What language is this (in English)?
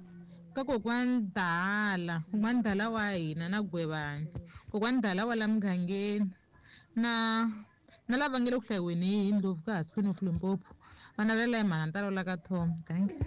Tsonga